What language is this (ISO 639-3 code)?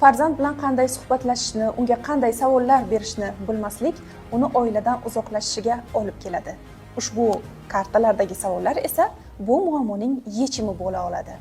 uzb